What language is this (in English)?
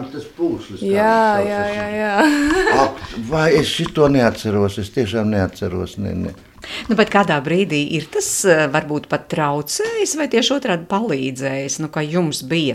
Latvian